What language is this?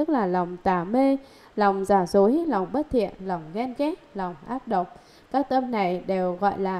Vietnamese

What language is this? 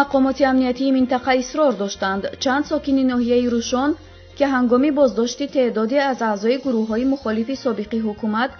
Tajik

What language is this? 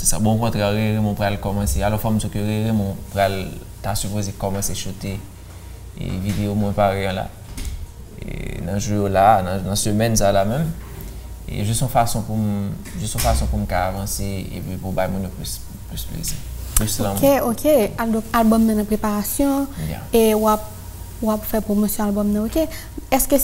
Haitian Creole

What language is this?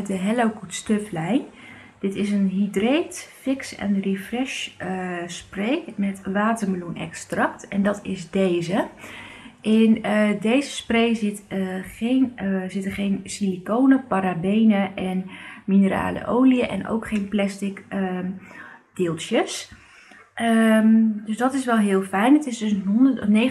Dutch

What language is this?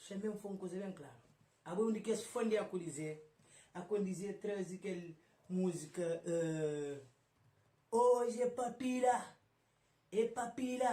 Kabuverdianu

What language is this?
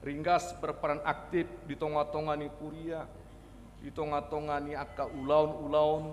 Batak Toba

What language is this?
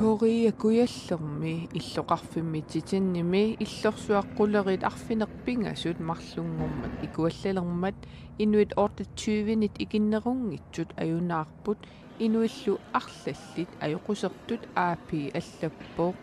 Kalaallisut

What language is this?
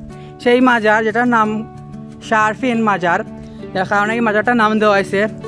Sylheti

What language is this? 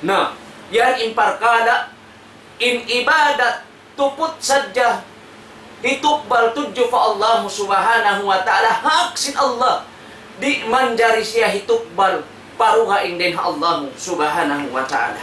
Tausug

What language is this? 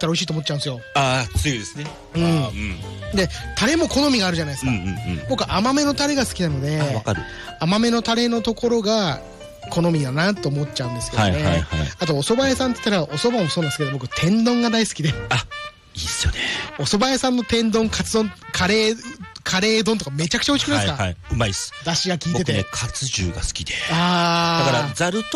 Japanese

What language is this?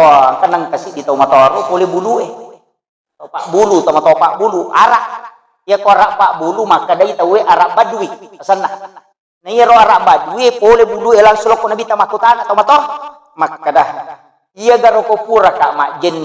Buginese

